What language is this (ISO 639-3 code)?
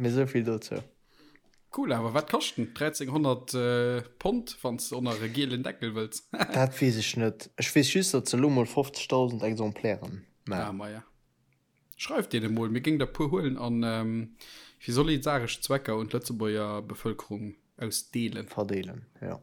ltz